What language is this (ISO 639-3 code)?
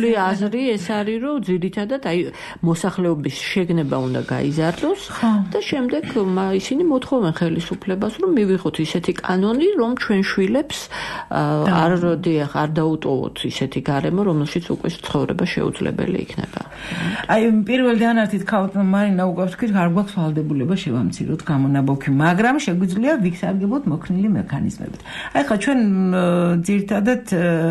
kat